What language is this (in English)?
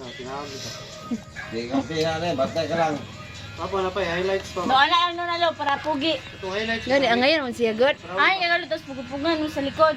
Cebuano